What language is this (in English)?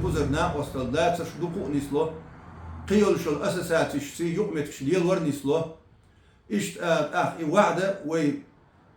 Chechen